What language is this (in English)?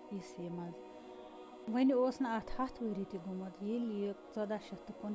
Kashmiri